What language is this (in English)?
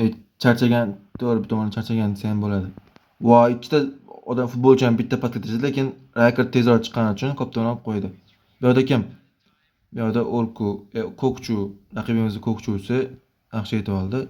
Uzbek